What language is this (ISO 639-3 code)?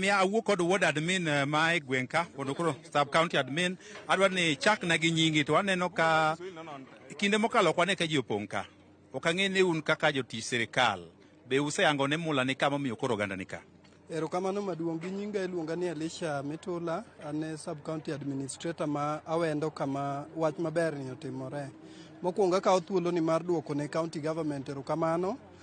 luo